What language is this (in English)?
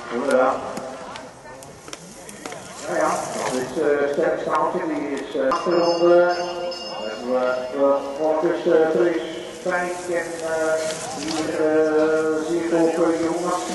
Dutch